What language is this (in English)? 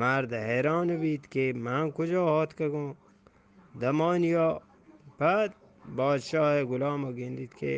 Eastern Balochi